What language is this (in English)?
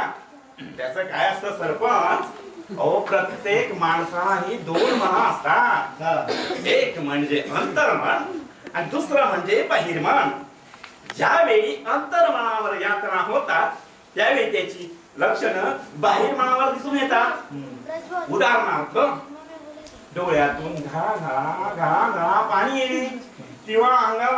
Marathi